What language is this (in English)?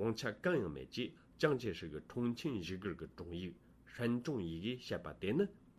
Tibetan